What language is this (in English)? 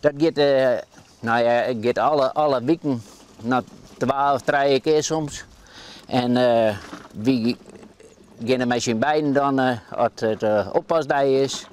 Western Frisian